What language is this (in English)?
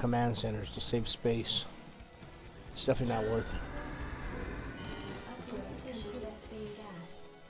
English